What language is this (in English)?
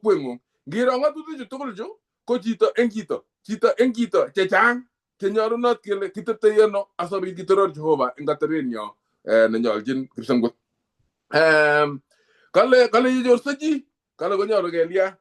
Kalenjin